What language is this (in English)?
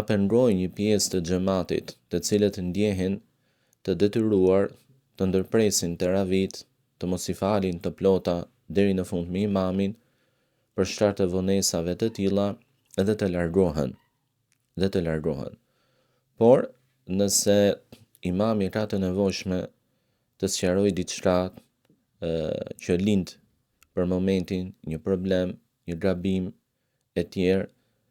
Albanian